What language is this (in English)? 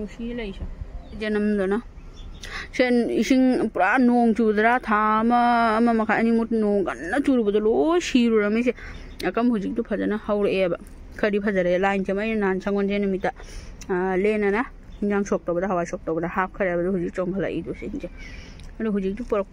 Manipuri